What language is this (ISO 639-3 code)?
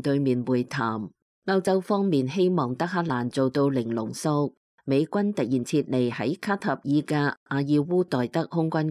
yue